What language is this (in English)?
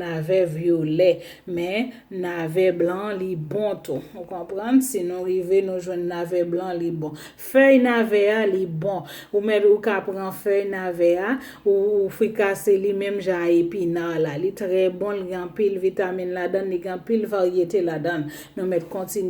Haitian Creole